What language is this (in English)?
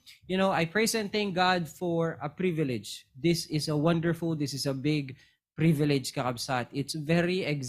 Iloko